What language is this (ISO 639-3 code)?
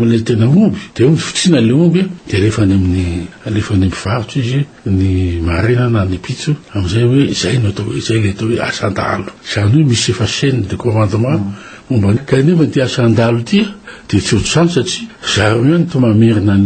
mlg